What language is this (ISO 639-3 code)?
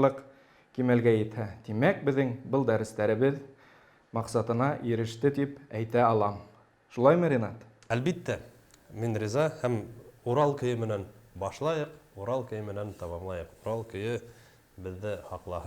bak